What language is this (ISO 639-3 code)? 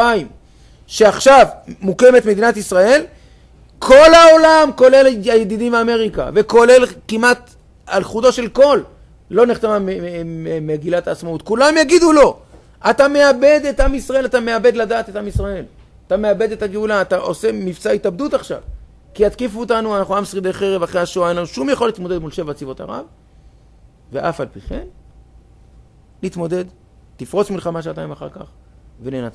heb